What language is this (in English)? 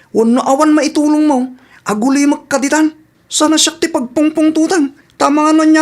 Iloko